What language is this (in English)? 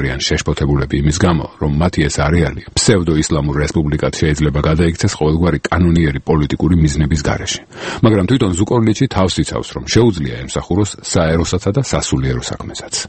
Georgian